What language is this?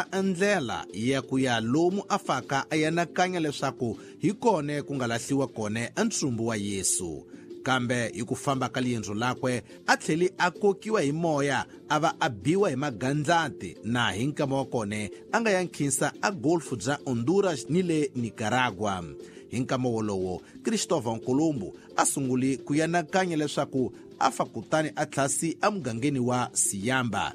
Tsonga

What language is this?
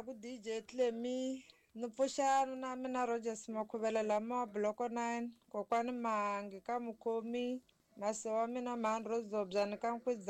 Tsonga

